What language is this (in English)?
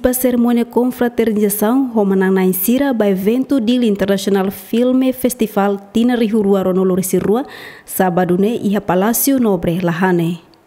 Tetum